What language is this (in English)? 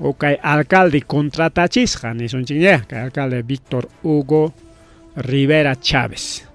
Ayacucho Quechua